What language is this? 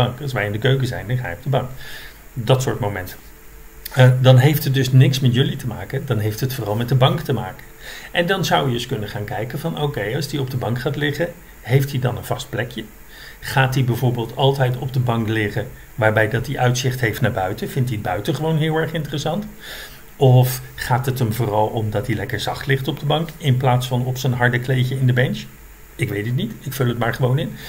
Dutch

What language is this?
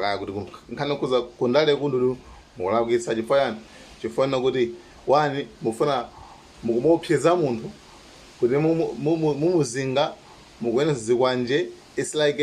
Nyanja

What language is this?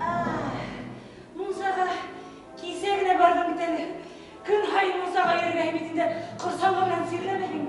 Bashkir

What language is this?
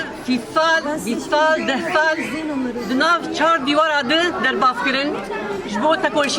Kurdish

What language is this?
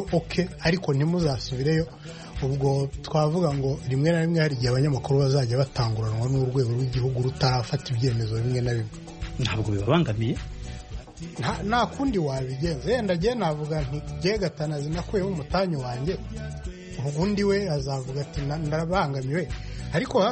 Kinyarwanda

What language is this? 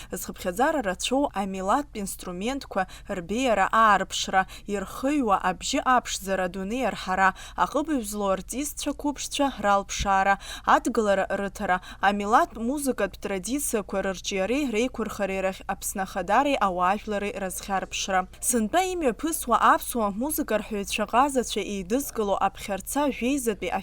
Abkhazian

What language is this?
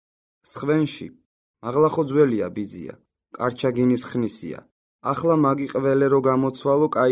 Georgian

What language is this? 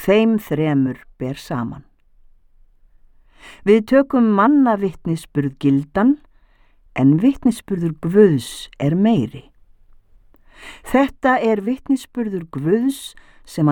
Icelandic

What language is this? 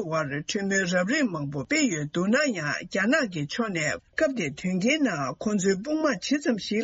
Tibetan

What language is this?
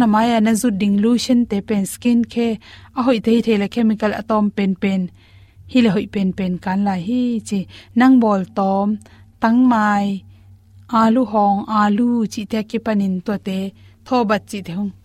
Tedim Chin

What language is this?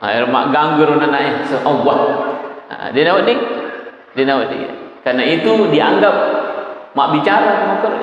Buginese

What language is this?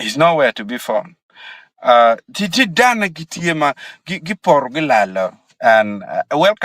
Acoli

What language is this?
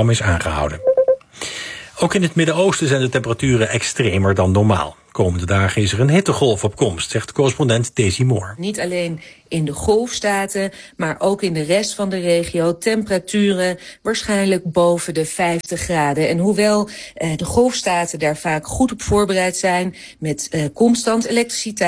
Dutch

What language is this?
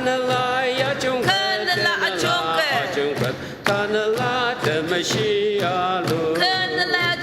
Ao Naga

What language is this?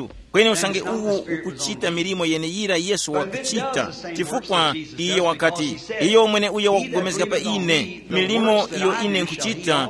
Tumbuka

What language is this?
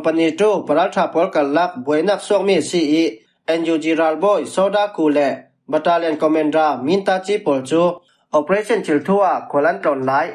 Falam Chin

